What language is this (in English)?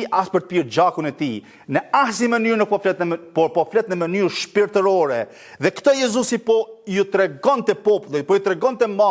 Albanian